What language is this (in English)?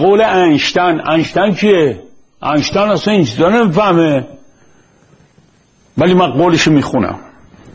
Persian